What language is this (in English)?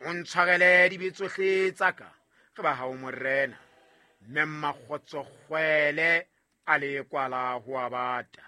Southern Sotho